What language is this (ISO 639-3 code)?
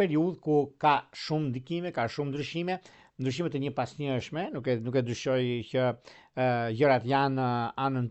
sqi